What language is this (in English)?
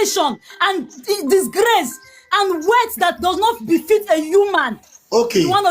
Nigerian Pidgin